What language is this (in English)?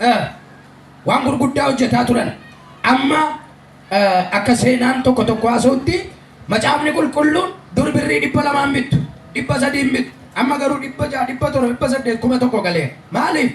Oromo